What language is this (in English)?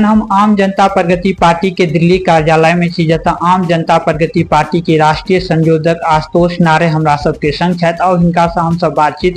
Maithili